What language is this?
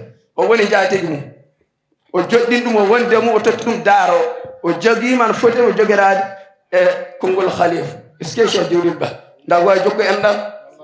Fula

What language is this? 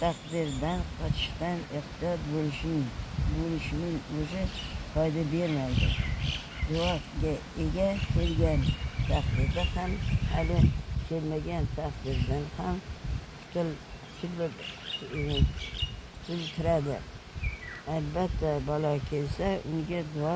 Uzbek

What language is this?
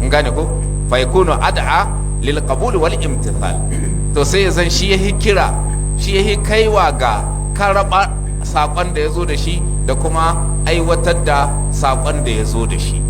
Hausa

